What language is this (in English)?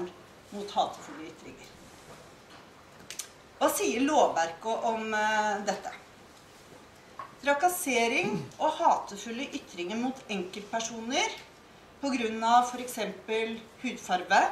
Norwegian